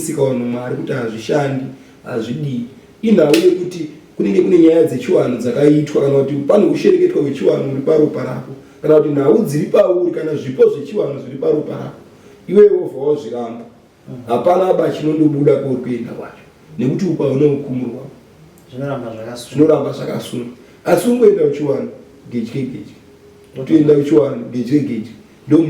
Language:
Shona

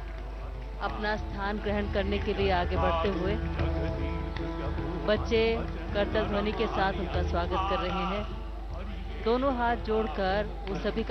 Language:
Hindi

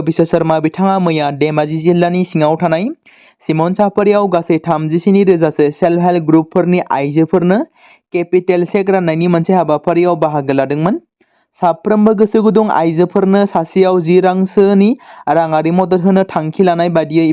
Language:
Bodo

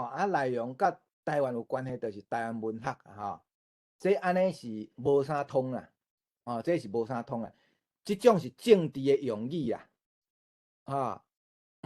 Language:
Min Nan Chinese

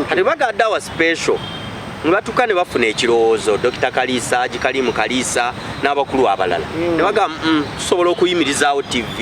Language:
Ganda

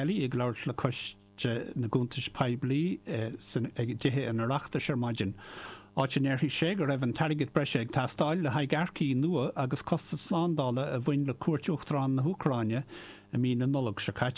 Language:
Irish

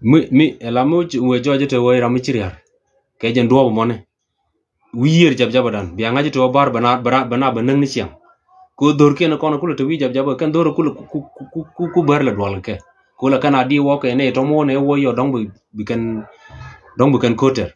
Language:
Nuer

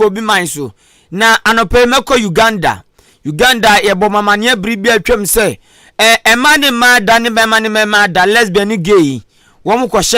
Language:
Akan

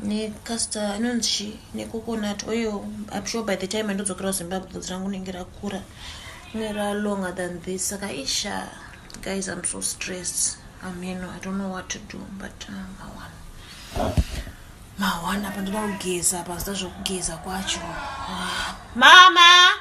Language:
Shona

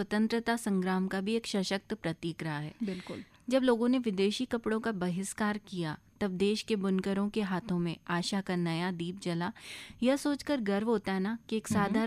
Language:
Hindi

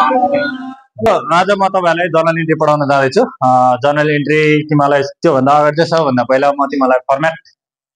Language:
Nepali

